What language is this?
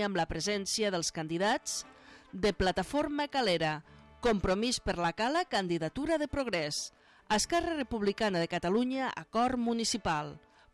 Catalan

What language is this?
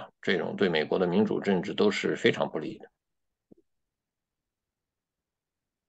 Chinese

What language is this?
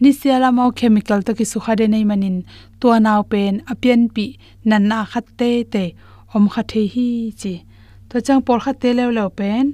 Tedim Chin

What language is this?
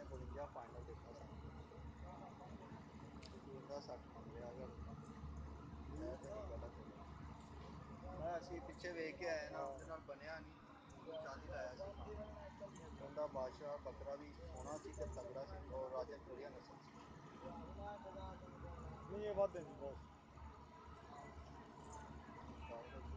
Punjabi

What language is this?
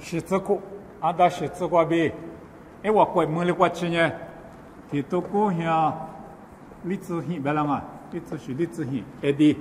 Lisu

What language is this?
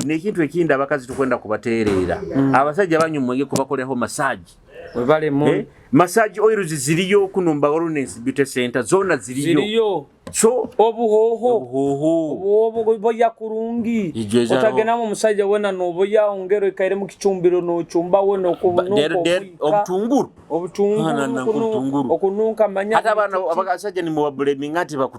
Nyoro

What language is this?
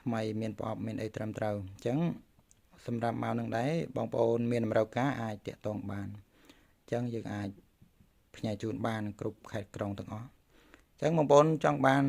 Khmer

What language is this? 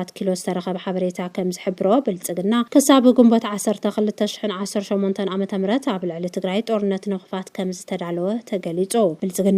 Tigrinya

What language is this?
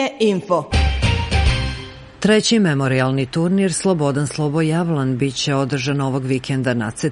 Serbian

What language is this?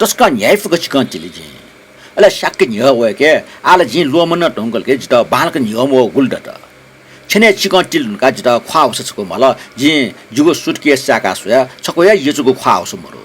Newari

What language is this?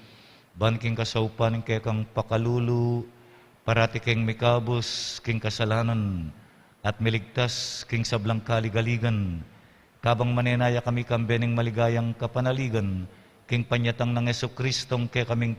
Pampanga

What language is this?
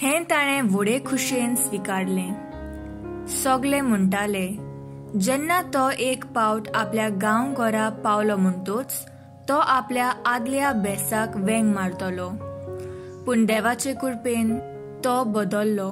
Konkani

